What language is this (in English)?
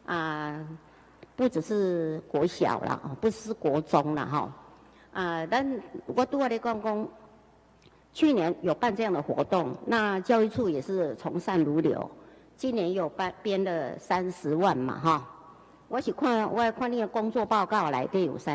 Chinese